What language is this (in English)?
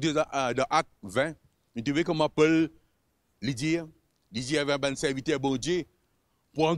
Morisyen